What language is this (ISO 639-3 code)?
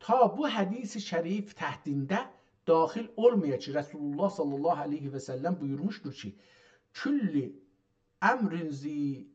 azb